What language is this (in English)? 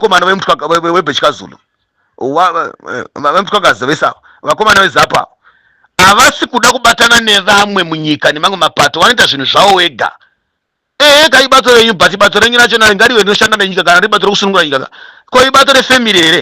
Shona